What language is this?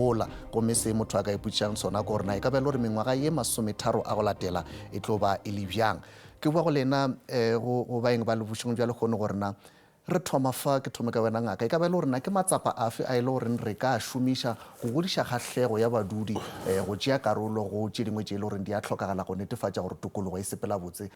Northern Sotho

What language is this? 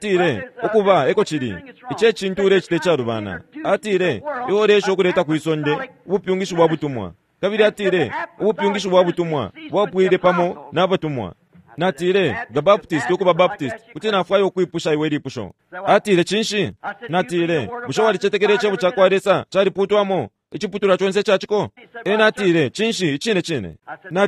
Bemba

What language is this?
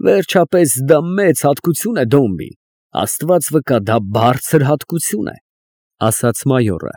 Armenian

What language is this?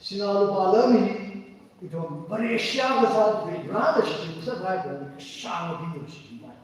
Tangkhul Naga (India)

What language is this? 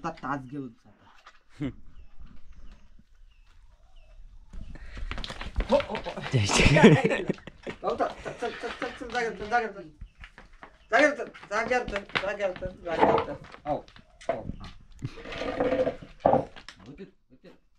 Marathi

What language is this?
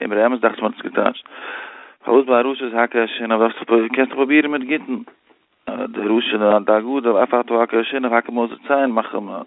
Yiddish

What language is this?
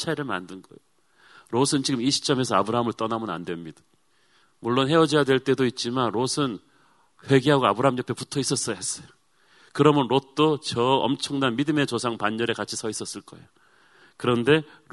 Korean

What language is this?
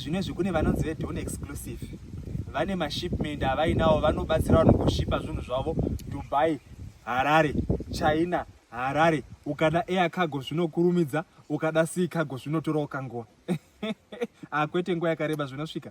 Shona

